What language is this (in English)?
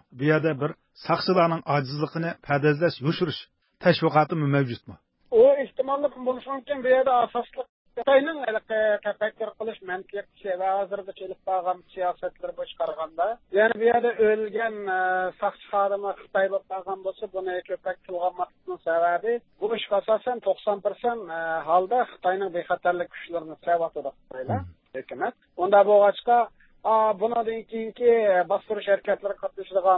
Uyghur